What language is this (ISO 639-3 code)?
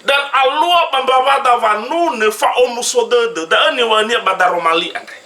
nia